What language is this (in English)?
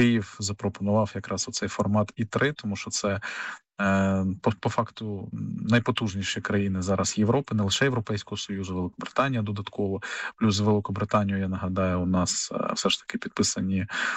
Ukrainian